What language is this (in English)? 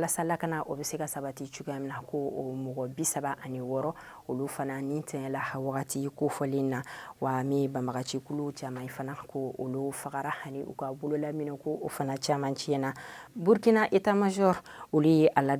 Bambara